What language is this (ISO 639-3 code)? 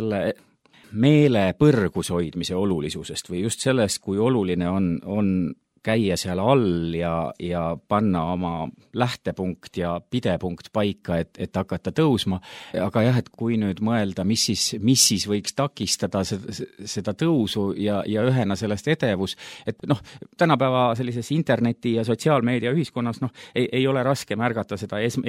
est